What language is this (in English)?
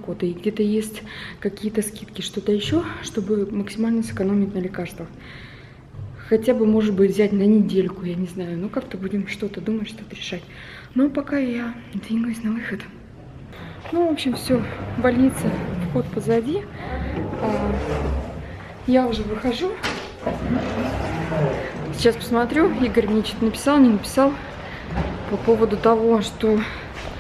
Russian